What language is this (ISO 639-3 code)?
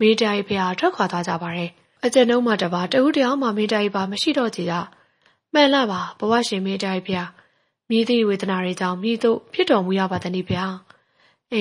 mya